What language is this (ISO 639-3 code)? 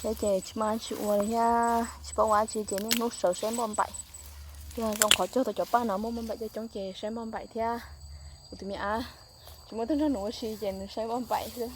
hmn